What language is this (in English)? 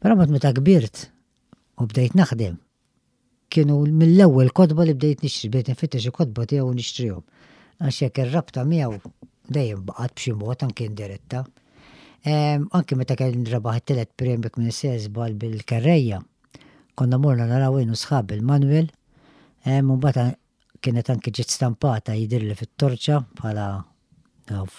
Maltese